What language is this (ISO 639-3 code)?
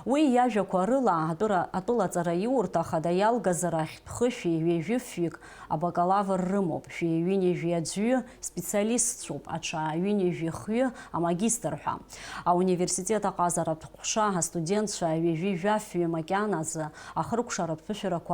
abk